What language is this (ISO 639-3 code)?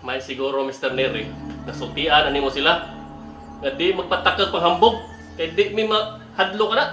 ceb